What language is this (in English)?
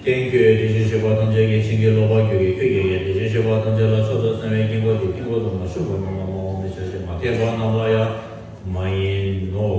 Tibetan